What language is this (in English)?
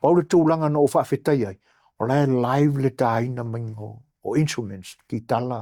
Samoan